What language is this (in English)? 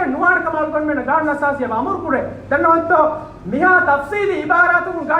Divehi